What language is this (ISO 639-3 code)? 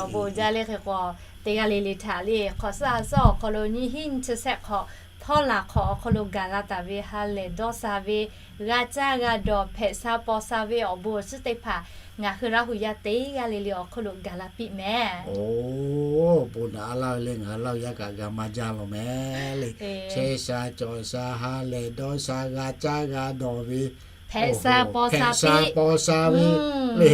lhu